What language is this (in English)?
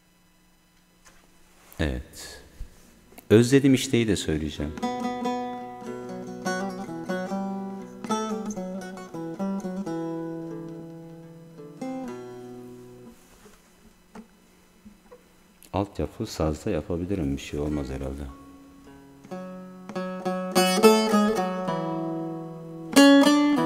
Turkish